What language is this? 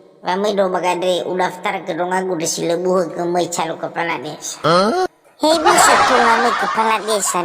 Nias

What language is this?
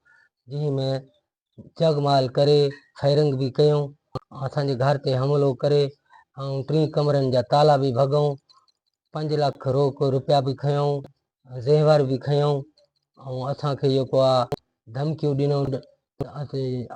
Sindhi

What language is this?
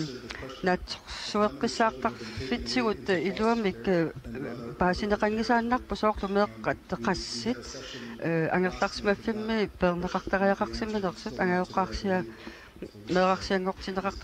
Kalaallisut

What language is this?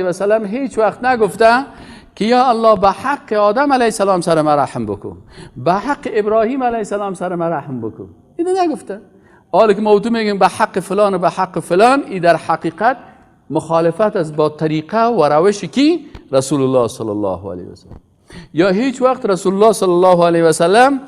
Persian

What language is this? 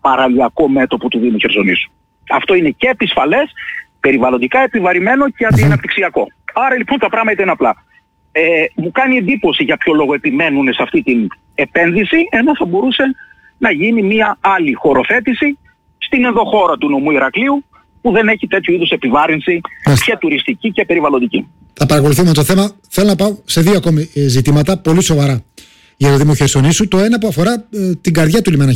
Greek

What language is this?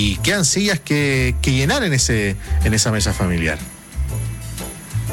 Spanish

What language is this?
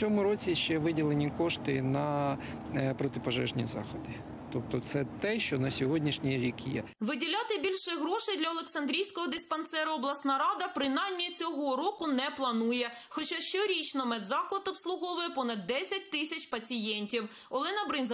Ukrainian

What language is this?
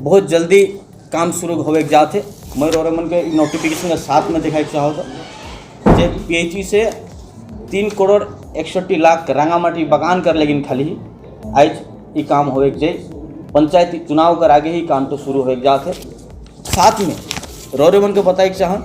Sadri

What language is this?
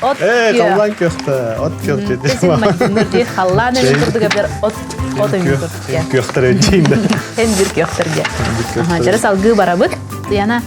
Yakut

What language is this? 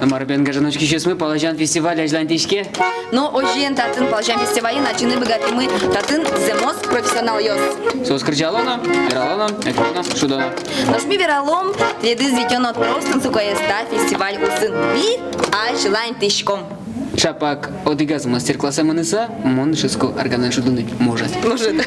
Udmurt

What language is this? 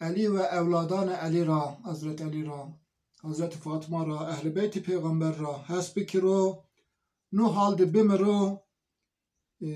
Zaza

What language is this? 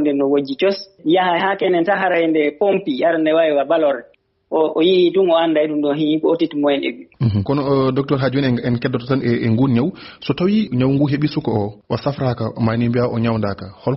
Fula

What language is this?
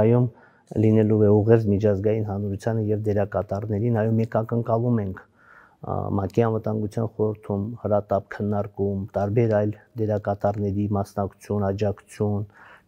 Armenian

